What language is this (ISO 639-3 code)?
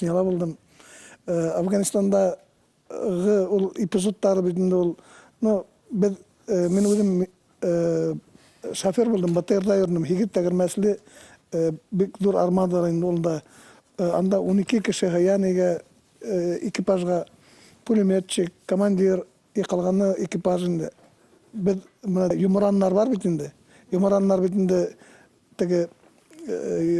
bak